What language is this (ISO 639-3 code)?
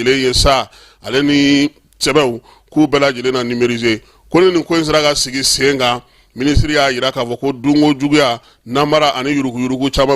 bam